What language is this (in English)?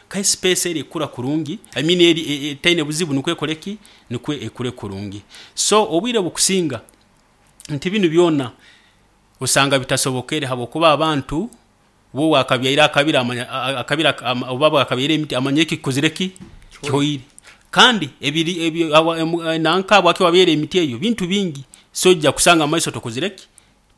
Nyoro